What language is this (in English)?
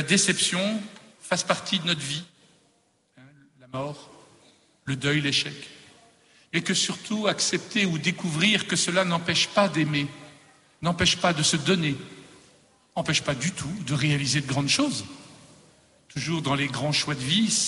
French